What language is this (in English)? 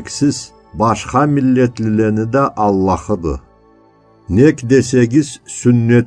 Karachay-Balkar